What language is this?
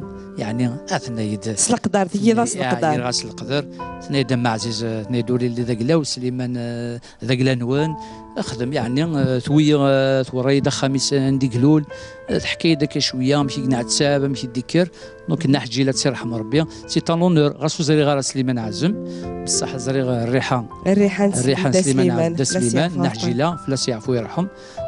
Kabyle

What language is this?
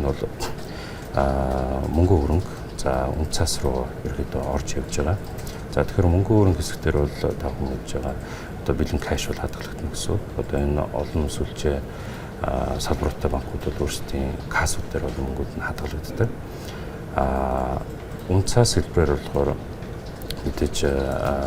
Mongolian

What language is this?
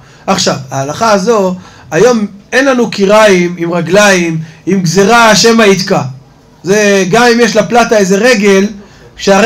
Hebrew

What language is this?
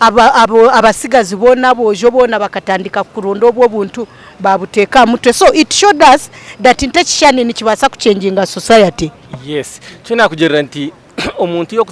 Nyankole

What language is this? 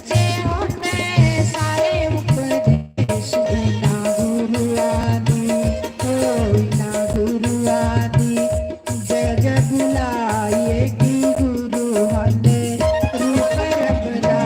Dogri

